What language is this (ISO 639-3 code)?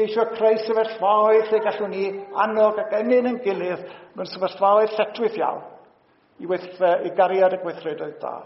cym